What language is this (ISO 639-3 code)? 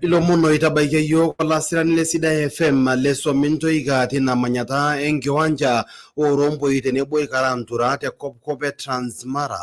mas